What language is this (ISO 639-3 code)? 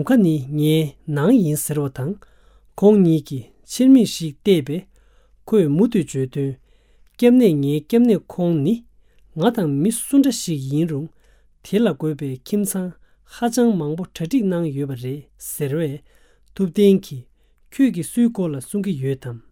bod